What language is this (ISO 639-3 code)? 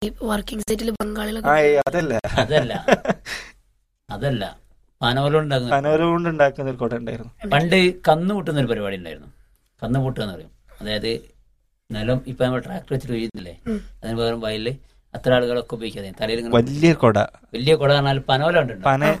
mal